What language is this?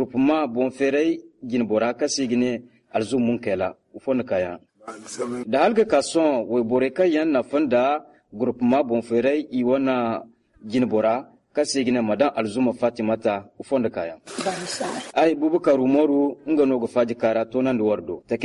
Zarma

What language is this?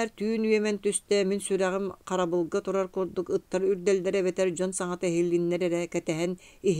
Yakut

